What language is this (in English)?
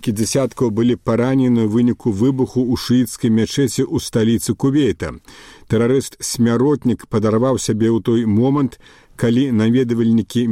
Belarusian